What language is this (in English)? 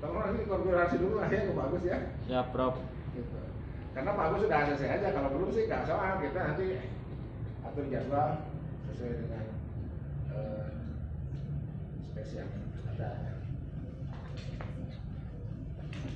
Indonesian